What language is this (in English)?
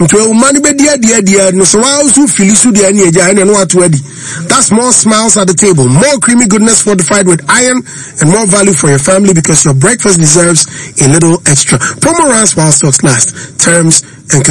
Akan